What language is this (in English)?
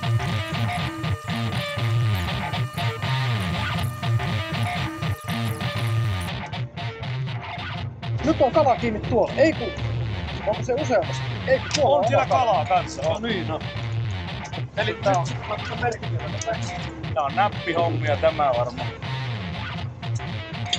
Finnish